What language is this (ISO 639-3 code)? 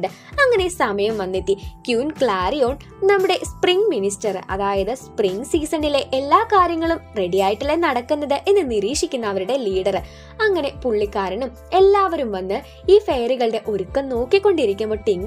mal